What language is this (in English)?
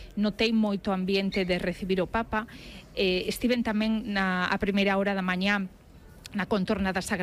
Galician